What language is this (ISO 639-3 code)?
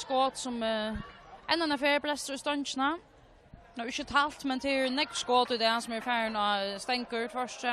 fao